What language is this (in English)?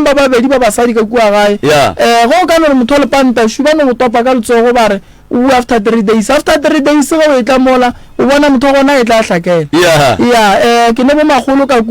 Northern Sotho